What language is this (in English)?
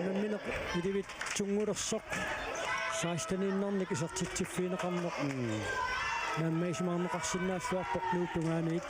Kalaallisut